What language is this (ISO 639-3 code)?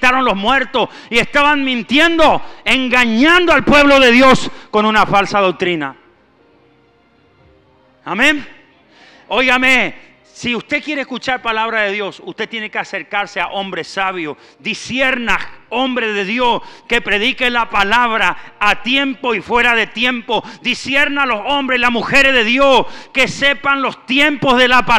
spa